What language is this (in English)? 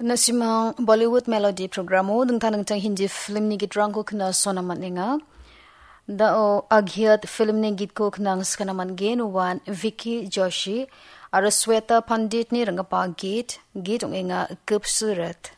Garo